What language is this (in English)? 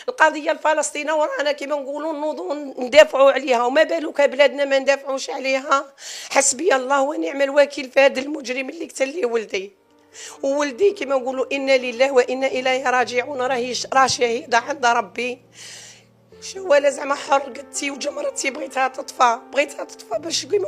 Algerian Arabic